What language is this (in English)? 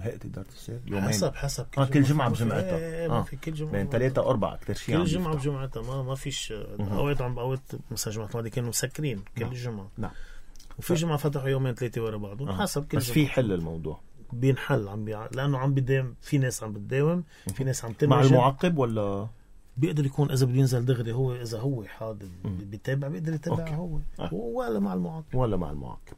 North Levantine Arabic